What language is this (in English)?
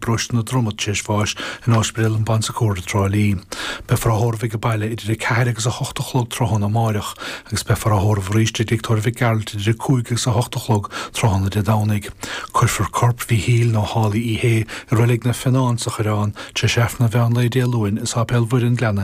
Irish